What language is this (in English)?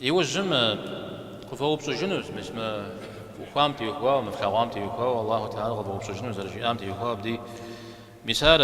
Kabardian